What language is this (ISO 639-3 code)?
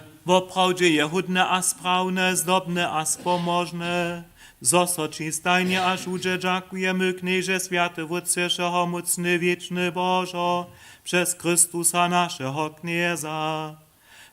hsb